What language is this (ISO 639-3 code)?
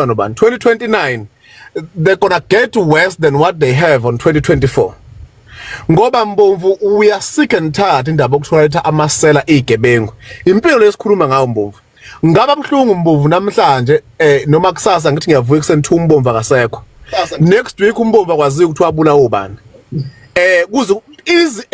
zul